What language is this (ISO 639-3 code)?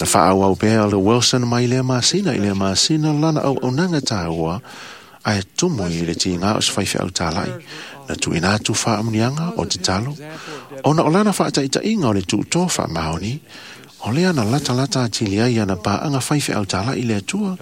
smo